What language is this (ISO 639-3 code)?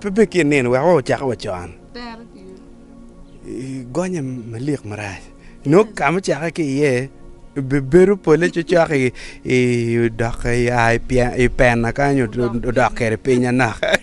ach